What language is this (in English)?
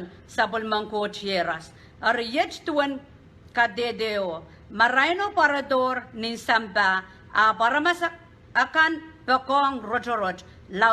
Pohnpeian